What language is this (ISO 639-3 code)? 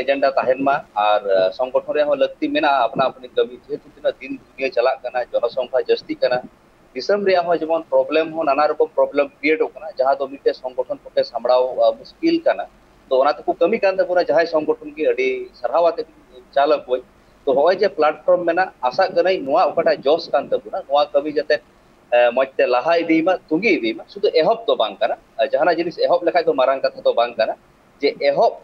sat